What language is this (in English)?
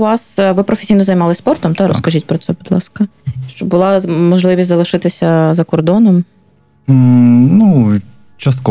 Ukrainian